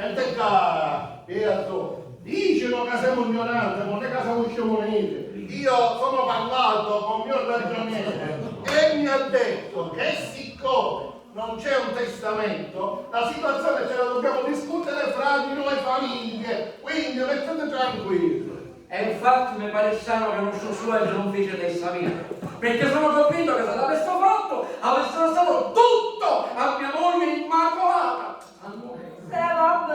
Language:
Sicilian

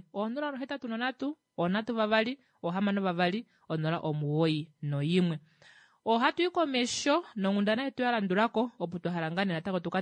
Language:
Kuanyama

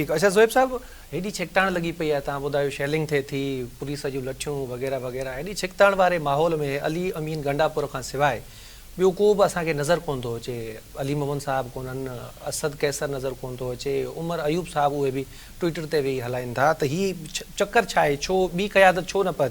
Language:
Sindhi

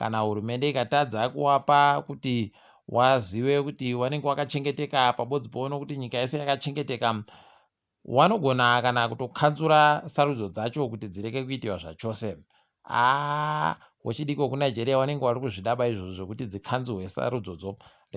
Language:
Ndau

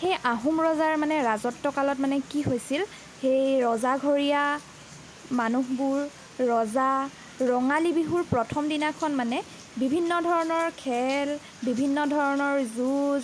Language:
Assamese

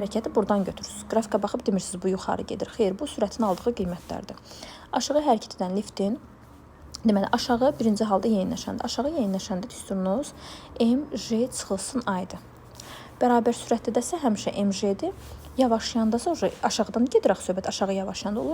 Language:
Azerbaijani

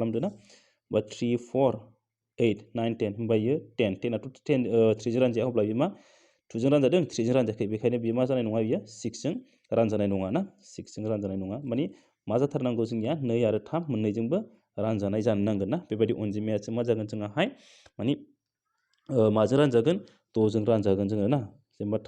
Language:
Bodo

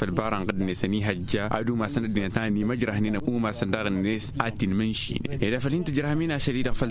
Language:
Tamasheq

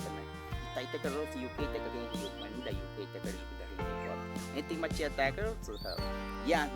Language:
Baniwa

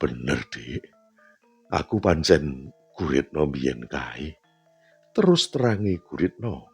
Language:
Javanese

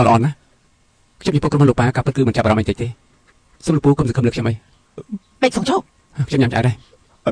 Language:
Khmer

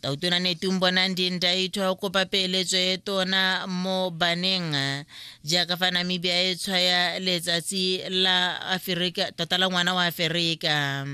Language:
Tswana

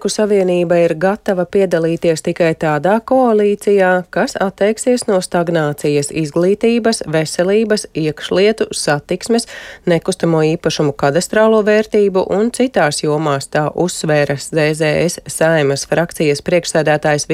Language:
Latvian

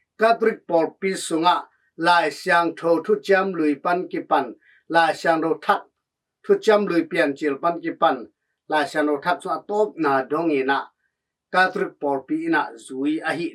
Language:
Tedim Chin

